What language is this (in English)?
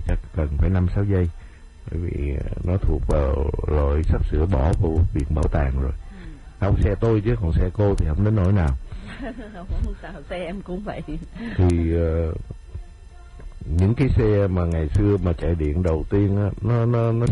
Vietnamese